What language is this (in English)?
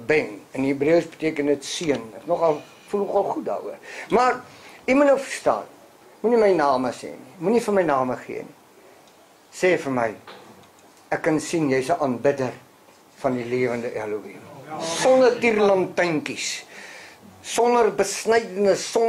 Afrikaans